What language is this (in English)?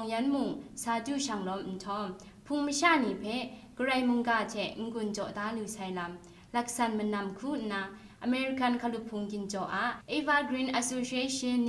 Kachin